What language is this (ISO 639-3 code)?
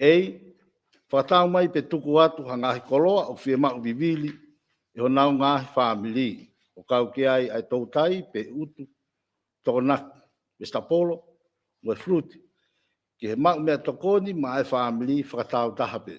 ton